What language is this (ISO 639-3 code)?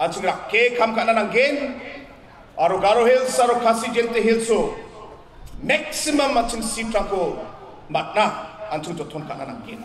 grt